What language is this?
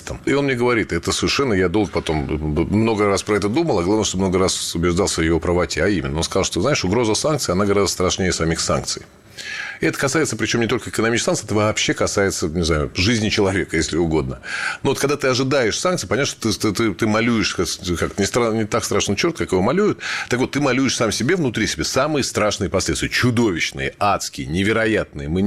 Russian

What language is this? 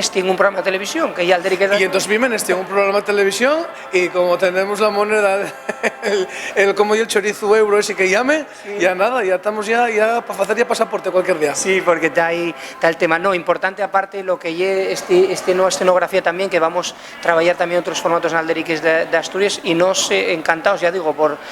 Asturian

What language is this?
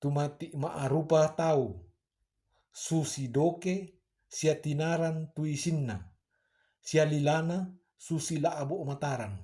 Toraja-Sa'dan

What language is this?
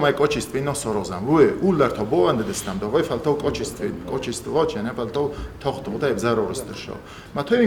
Ossetic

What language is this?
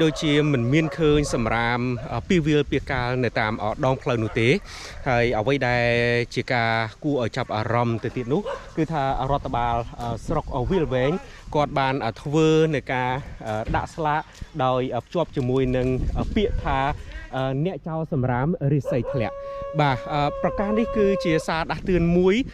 Khmer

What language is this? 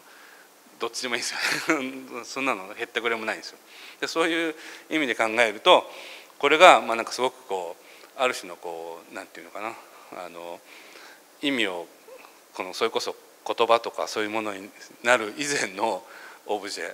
Japanese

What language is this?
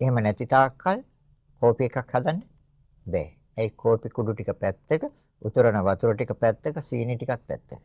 Sinhala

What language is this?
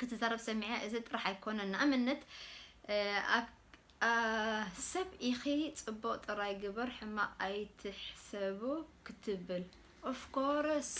Tigrinya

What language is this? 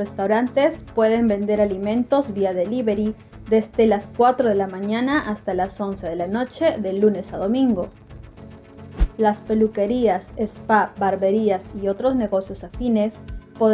Spanish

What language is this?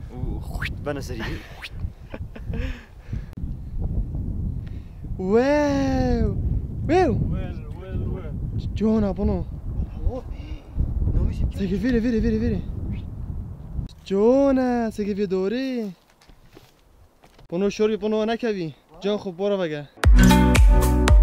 Persian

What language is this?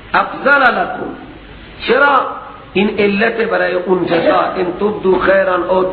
Persian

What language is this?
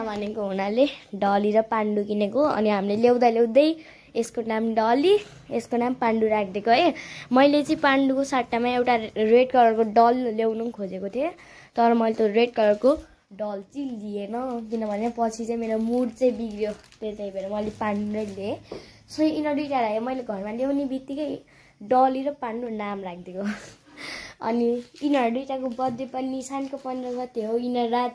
Nepali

